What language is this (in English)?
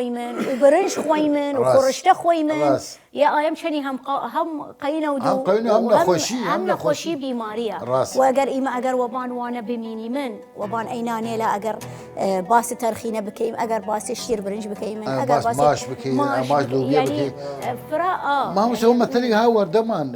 Southern Kurdish